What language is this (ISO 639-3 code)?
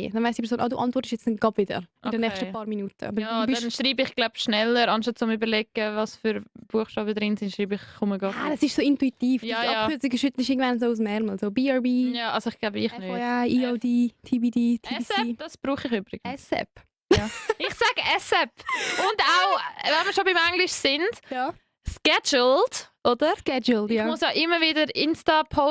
gsw